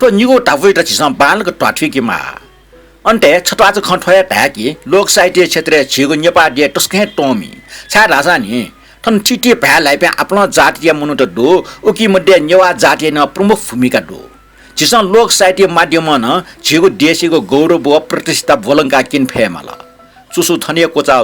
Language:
Newari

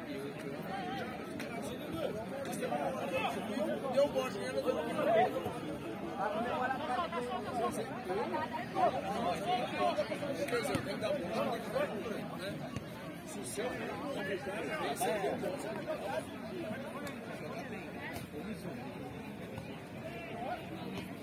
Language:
Portuguese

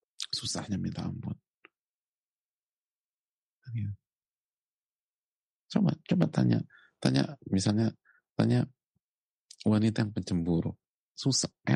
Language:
Indonesian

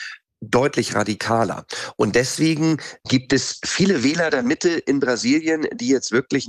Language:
German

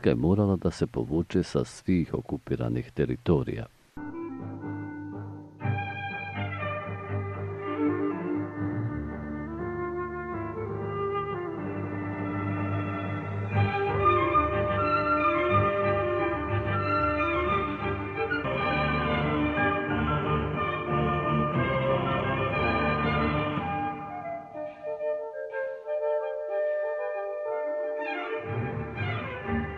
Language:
Bosnian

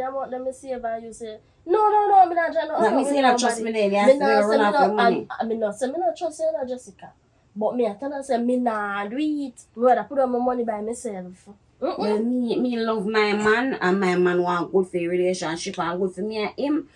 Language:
Jamaican Creole English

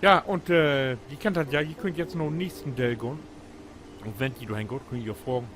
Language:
Low German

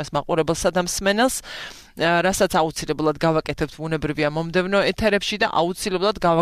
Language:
Georgian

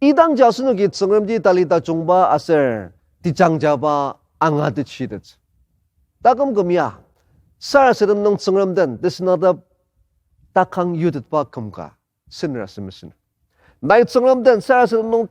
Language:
Ao Naga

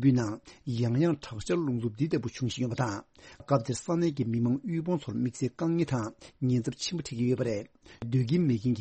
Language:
Tibetan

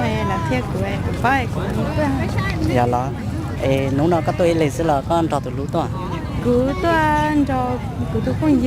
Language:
Hmong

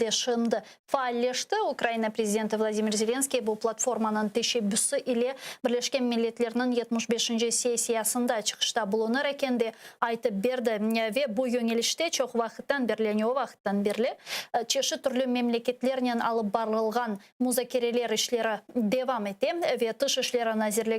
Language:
Crimean Tatar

